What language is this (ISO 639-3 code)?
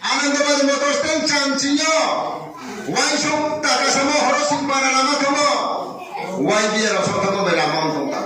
ria